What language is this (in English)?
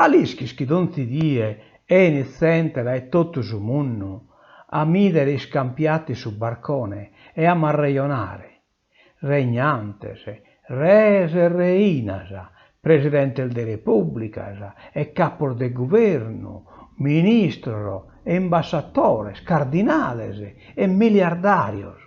Sardinian